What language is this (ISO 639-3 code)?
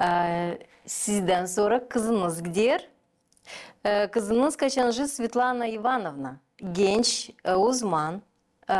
gag